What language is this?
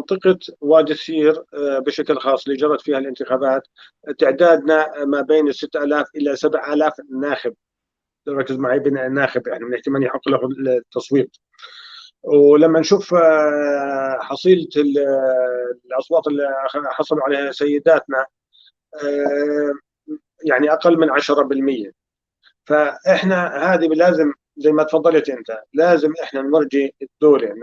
North Levantine Arabic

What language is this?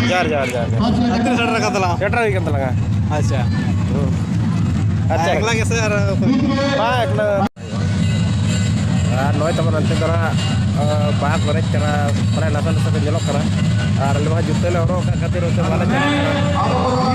Santali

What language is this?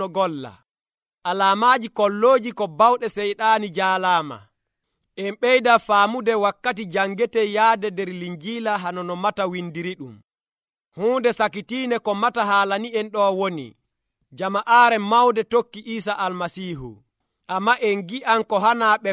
Nigerian Fulfulde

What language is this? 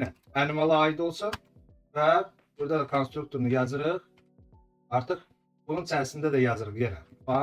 Azerbaijani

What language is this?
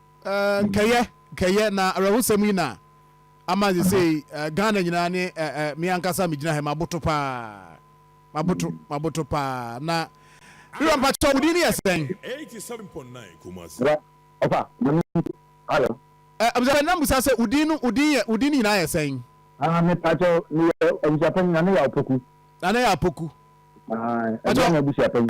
Akan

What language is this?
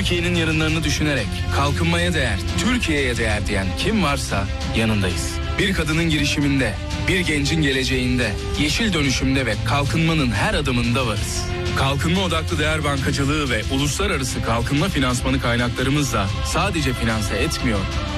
Turkish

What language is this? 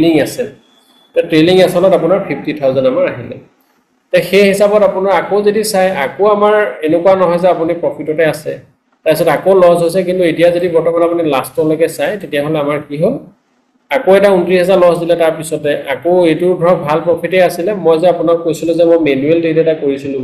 Assamese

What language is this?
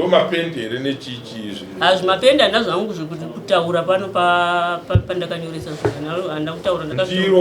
Shona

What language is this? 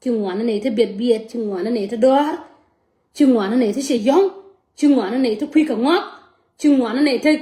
Nuer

